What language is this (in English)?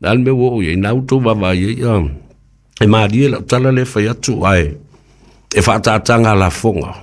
Samoan